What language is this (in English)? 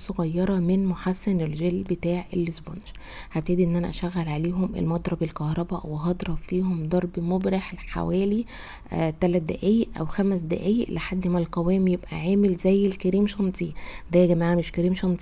Egyptian Arabic